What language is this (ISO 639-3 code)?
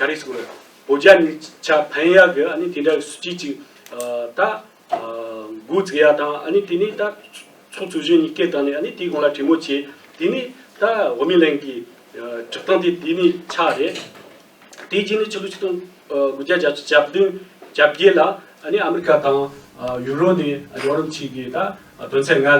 bod